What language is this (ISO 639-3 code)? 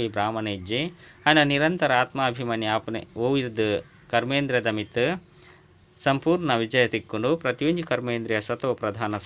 tcy